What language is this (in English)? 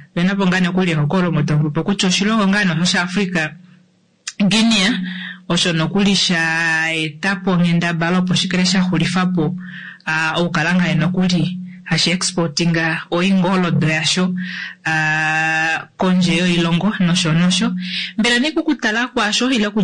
Kuanyama